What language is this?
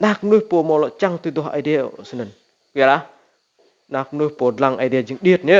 Rade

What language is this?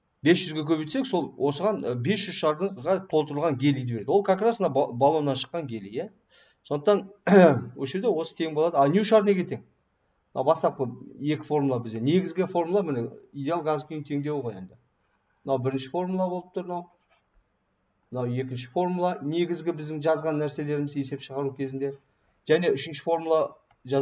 Kazakh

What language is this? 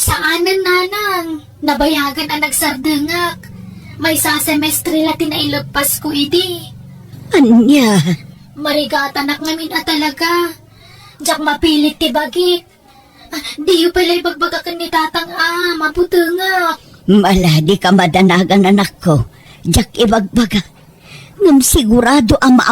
Iloko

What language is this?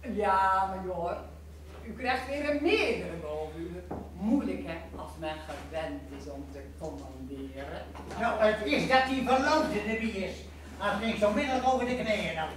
Gronings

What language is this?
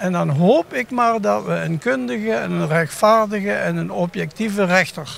Limburgish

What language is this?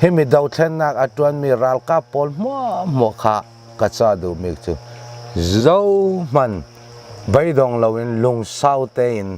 Hakha Chin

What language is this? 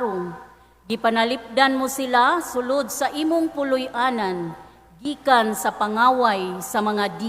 Cebuano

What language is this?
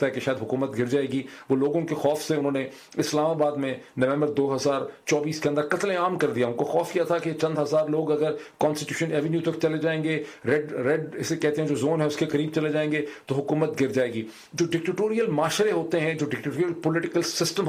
Urdu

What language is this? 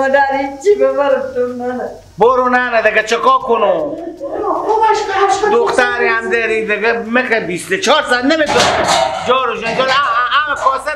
Persian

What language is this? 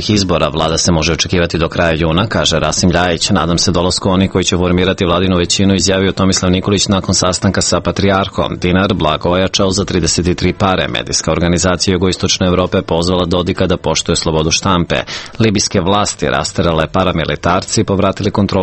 Serbian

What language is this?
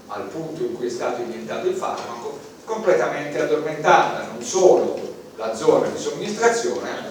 Italian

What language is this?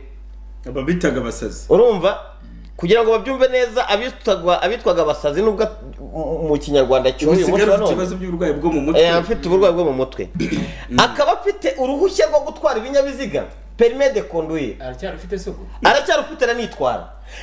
Kinyarwanda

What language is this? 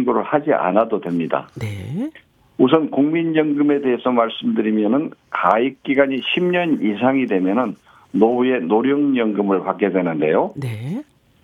Korean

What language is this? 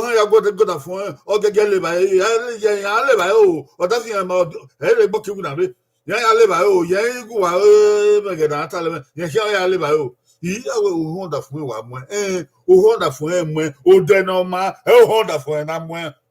Bini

